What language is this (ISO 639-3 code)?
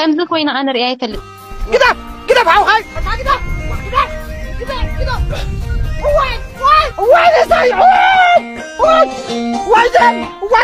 tir